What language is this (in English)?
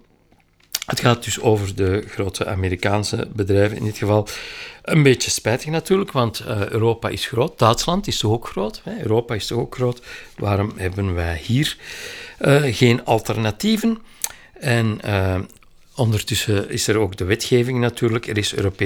Dutch